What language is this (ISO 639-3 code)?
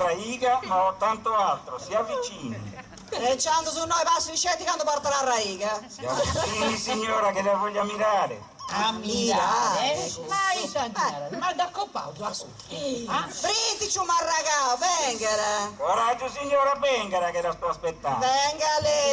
srd